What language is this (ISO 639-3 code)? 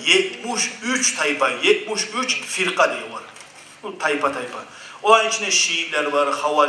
kum